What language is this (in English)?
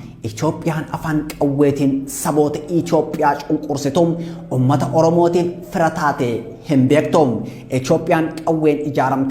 Oromo